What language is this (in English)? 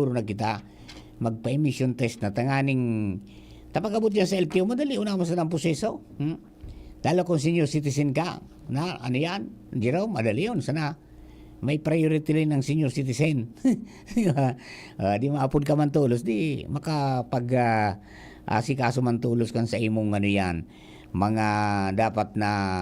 Bikol